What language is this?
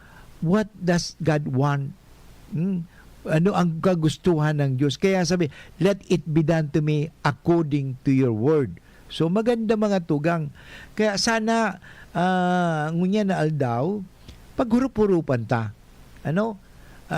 Bikol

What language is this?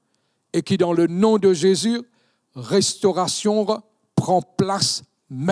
Morisyen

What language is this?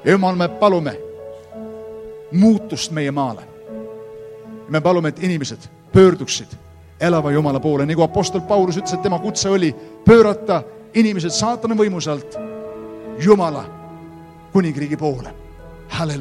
Estonian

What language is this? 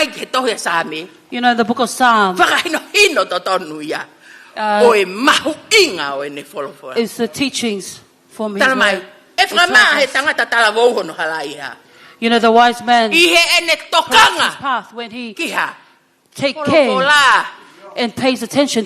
Tongan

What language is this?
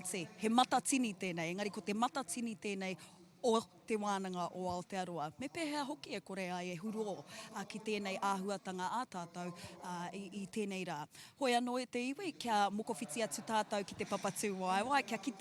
Māori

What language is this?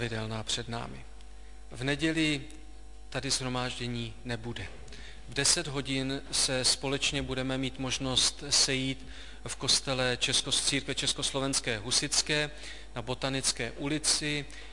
Czech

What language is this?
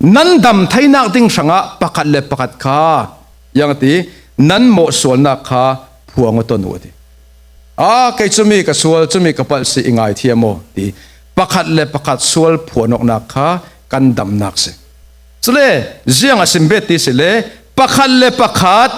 Falam Chin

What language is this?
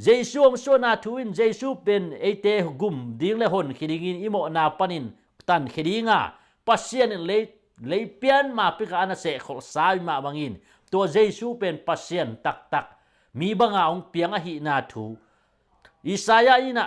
Tedim Chin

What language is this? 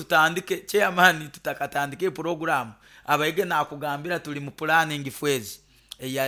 Nyoro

